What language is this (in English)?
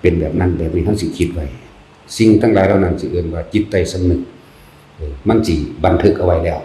Lao